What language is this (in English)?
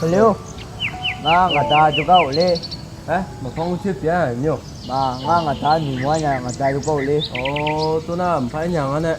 Akha